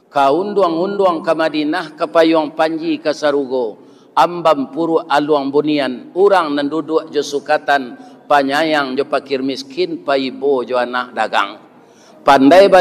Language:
Minangkabau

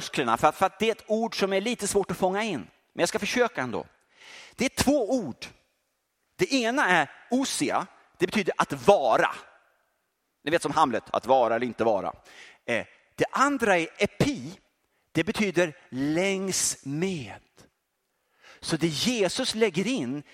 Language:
Swedish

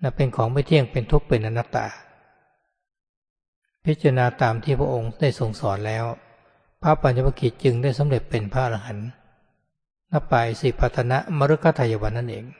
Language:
Thai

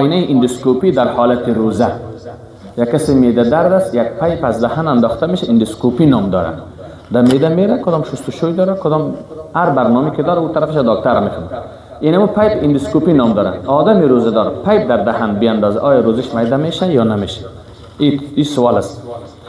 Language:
Persian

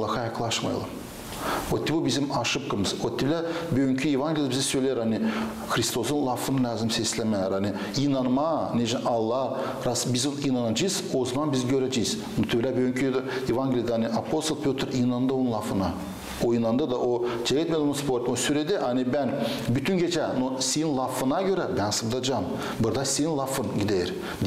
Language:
Gagauz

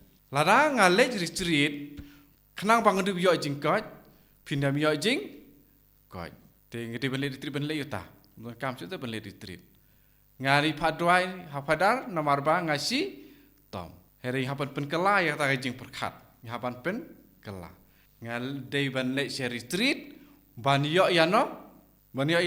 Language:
Khasi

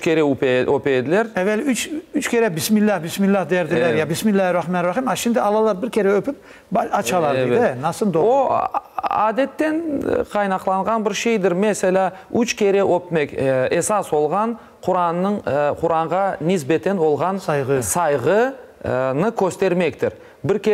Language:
Crimean Tatar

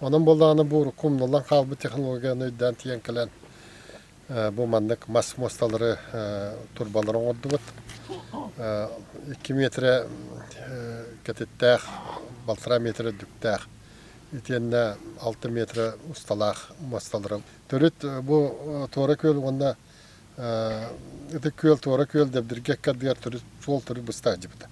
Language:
Yakut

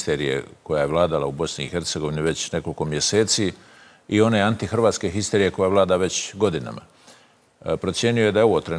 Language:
Croatian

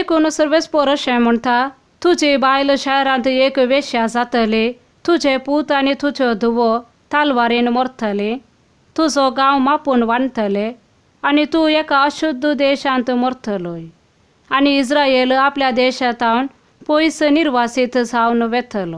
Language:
Konkani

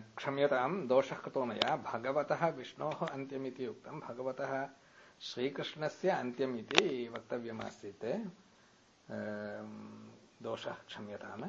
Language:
Sanskrit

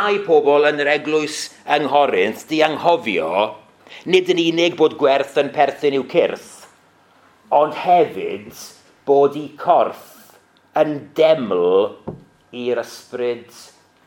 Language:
Welsh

